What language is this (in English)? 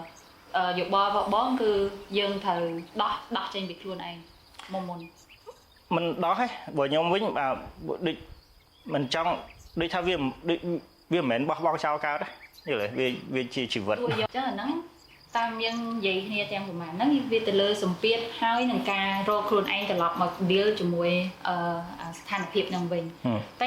Khmer